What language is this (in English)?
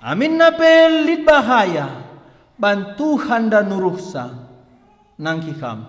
Batak Karo